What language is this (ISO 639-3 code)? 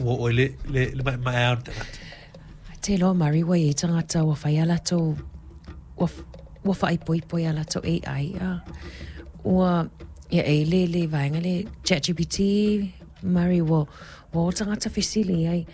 smo